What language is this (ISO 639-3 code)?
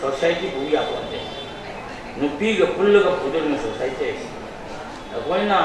mni